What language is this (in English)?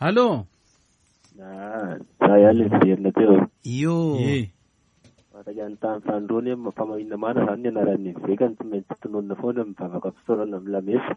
Malagasy